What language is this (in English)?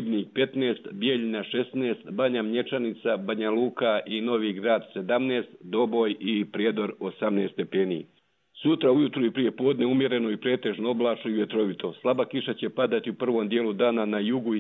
Croatian